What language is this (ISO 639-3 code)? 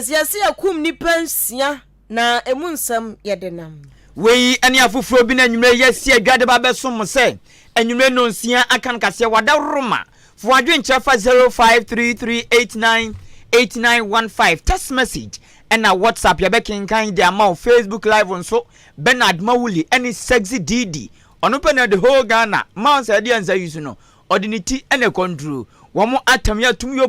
aka